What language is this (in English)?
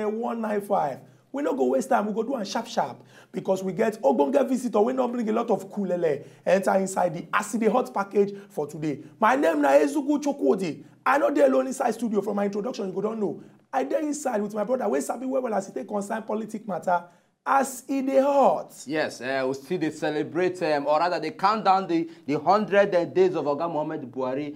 Nigerian Pidgin